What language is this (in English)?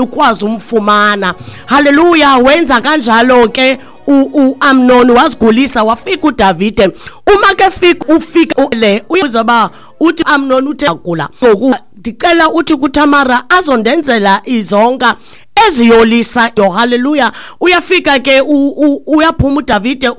Xhosa